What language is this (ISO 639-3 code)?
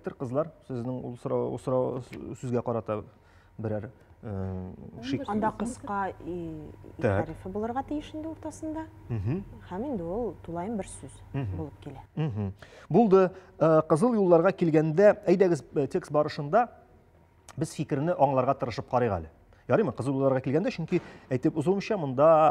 tat